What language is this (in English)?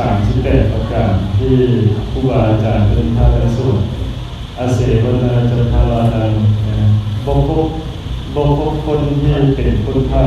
Northeastern Thai